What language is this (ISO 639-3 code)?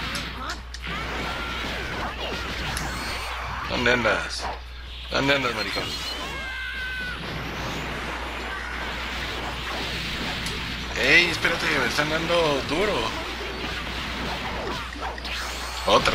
spa